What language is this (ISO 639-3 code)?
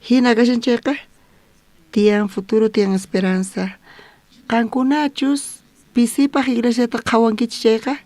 quh